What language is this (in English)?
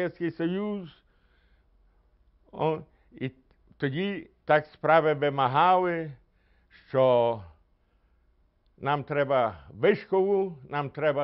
Ukrainian